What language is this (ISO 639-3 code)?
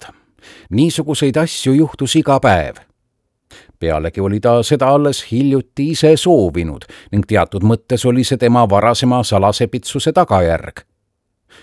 est